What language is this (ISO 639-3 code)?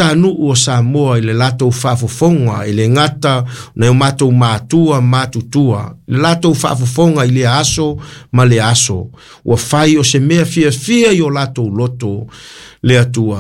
smo